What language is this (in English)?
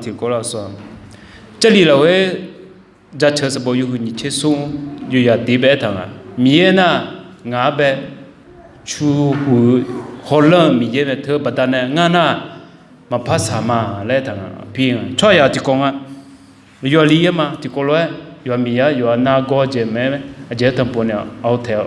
Akha